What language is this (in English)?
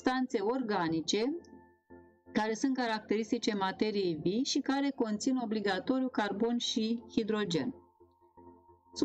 Romanian